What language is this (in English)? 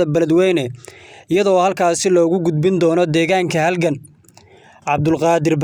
Somali